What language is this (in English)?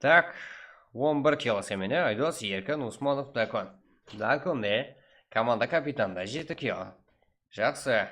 Kara-Kalpak